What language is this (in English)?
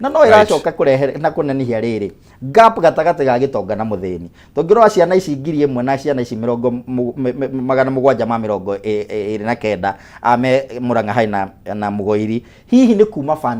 Kikuyu